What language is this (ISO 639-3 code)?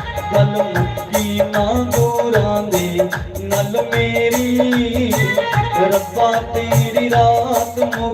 doi